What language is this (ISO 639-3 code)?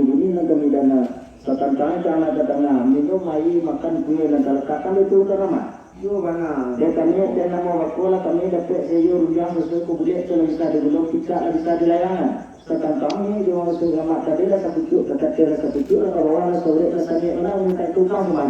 min